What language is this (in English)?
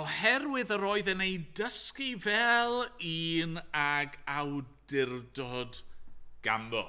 Welsh